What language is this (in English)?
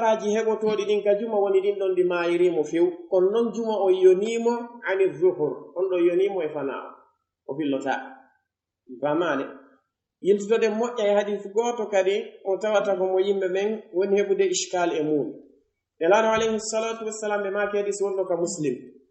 Pular